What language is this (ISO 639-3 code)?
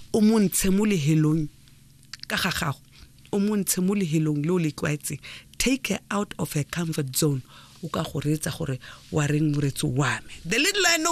tsn